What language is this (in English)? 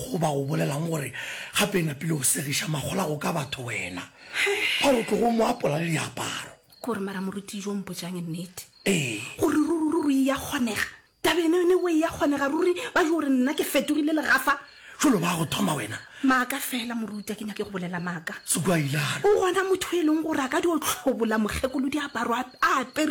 Northern Sotho